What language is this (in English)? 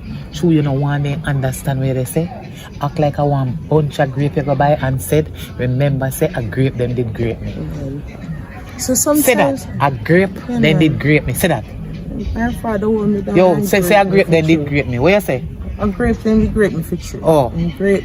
Jamaican Creole English